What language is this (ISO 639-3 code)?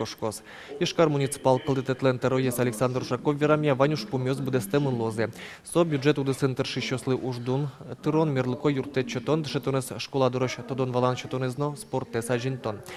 udm